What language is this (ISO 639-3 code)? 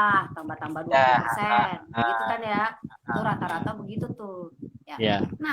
bew